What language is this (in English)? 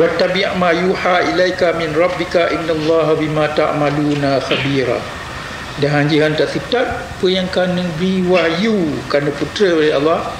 Achinese